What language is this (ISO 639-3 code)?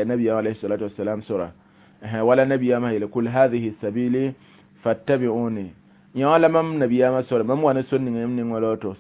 mos